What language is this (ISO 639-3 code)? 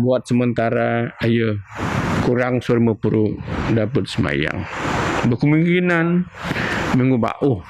bth